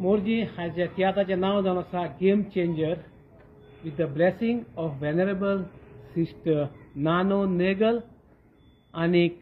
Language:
Konkani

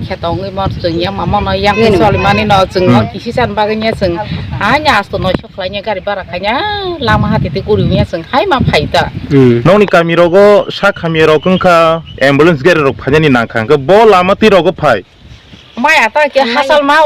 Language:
Kok Borok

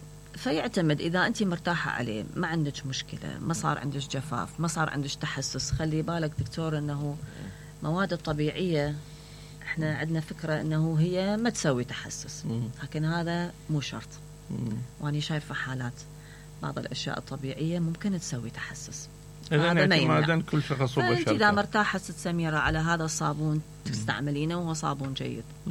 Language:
Mesopotamian Arabic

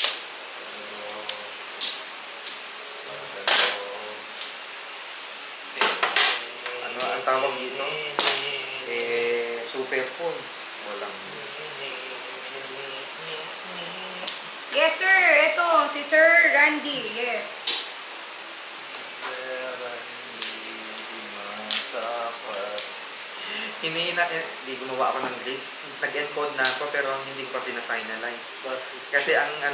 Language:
Filipino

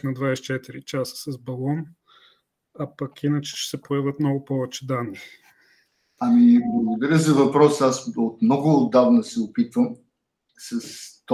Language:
Bulgarian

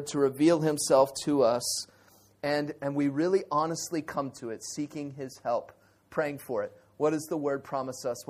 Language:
English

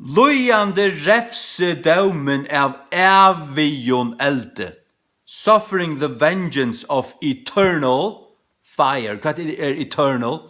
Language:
Faroese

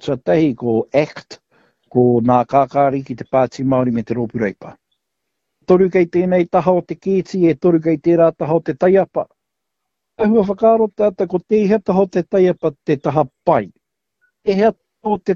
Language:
Māori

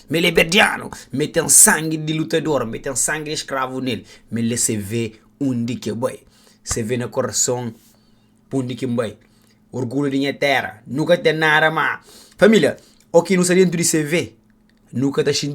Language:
Kabuverdianu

